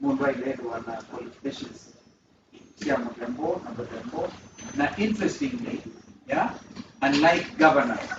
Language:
Kamba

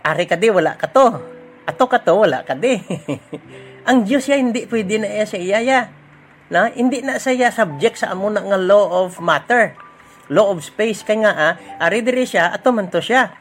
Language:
Hiligaynon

